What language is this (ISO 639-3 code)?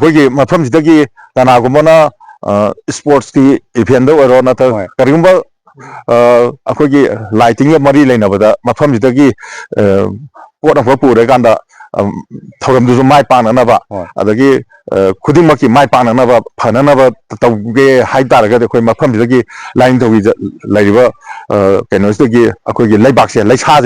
mni